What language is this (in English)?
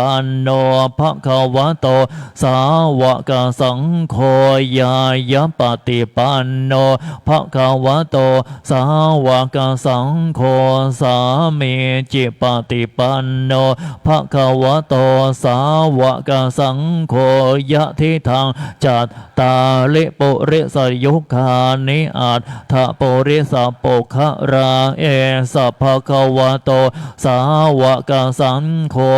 Pali